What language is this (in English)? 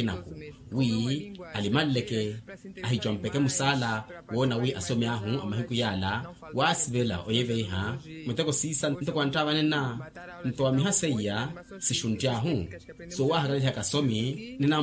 Makhuwa